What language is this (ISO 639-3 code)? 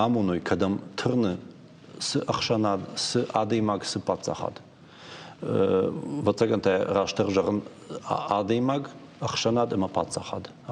oss